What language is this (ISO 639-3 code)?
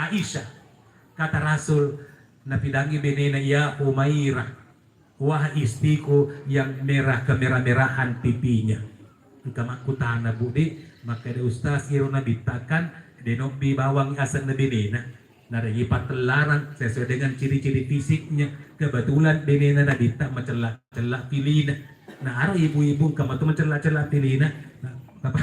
bug